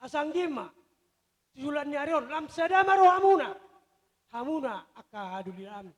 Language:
Batak Toba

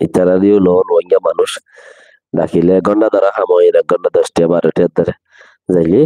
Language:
Rohingya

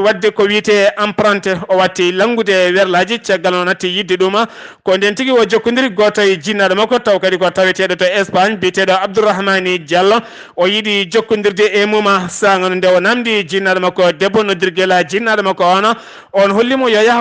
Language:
Fula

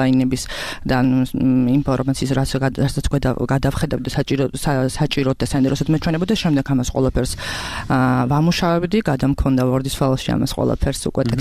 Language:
Georgian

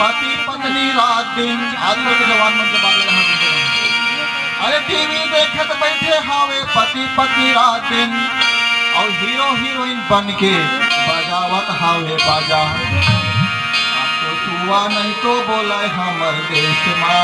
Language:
Chhattisgarhi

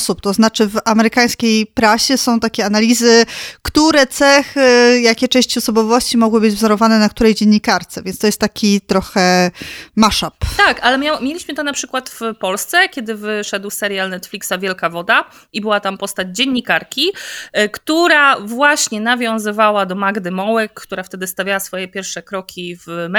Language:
Polish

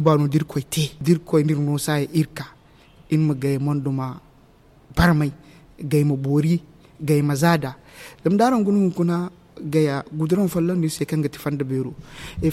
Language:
Zarma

